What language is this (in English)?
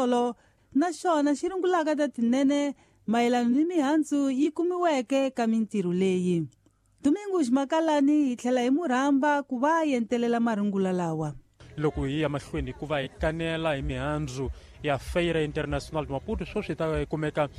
Tsonga